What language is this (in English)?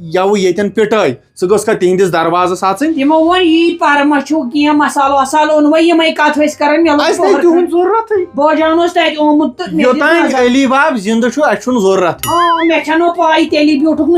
Kashmiri